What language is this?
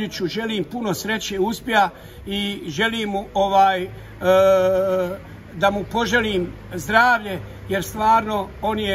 Bosnian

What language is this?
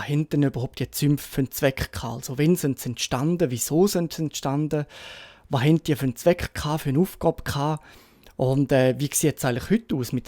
Swiss German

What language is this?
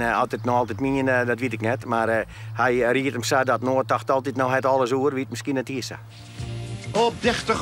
Western Frisian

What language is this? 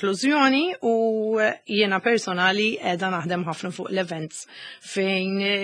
Maltese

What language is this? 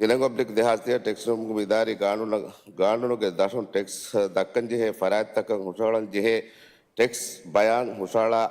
Divehi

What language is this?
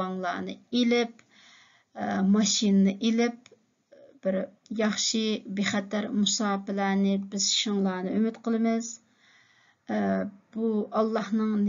Uyghur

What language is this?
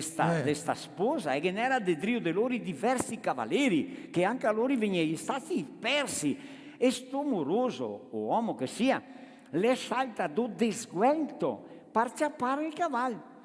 Venetian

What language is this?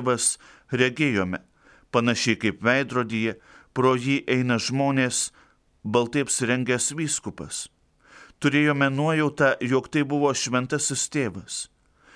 Lithuanian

